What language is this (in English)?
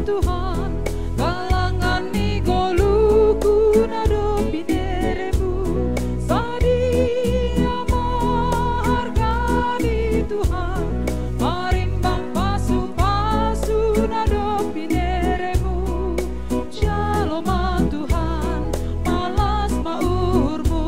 Batak Simalungun